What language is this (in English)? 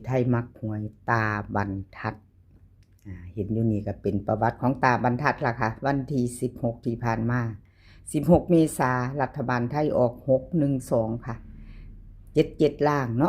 Northeastern Thai